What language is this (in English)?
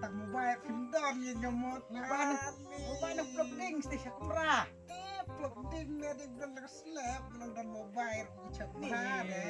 Khasi